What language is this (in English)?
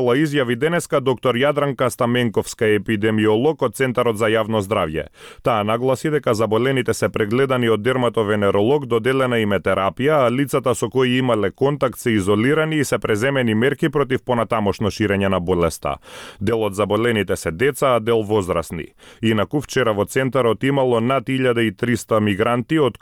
Macedonian